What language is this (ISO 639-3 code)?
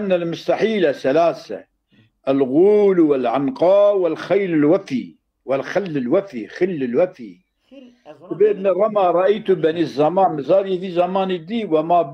kur